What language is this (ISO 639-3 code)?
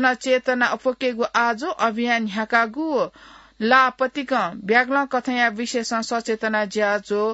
new